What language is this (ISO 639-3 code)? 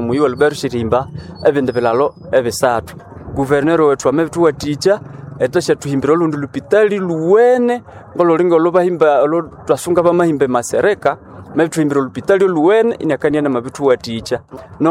nnb